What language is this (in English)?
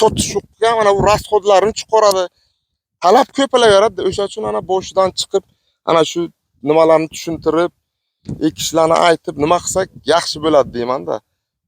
Uzbek